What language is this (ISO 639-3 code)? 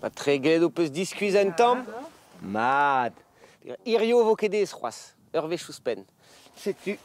bre